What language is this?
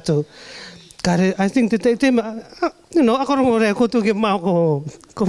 Rarotongan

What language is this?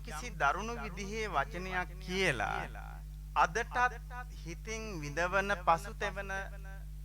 Sinhala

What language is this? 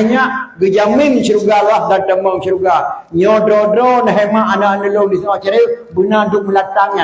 Achinese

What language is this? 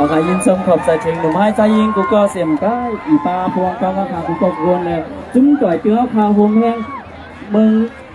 Shan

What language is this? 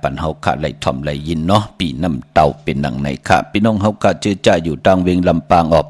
Shan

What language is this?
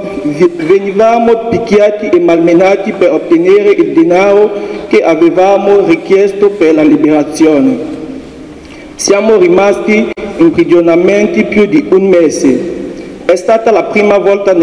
Italian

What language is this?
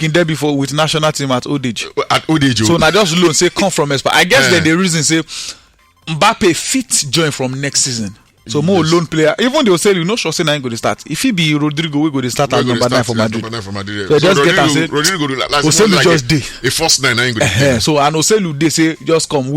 Nigerian Pidgin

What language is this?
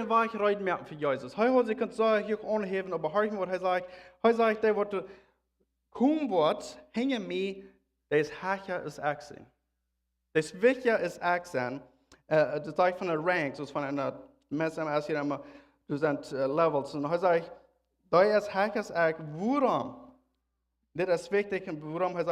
Plautdietsch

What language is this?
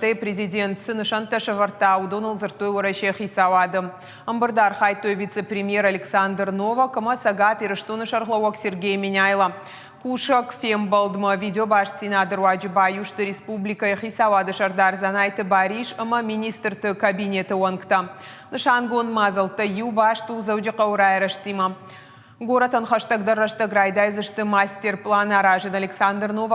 Ossetic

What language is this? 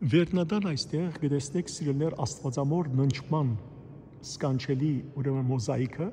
Western Armenian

